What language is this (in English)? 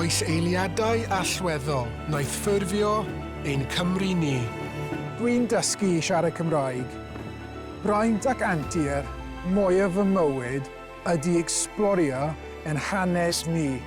Welsh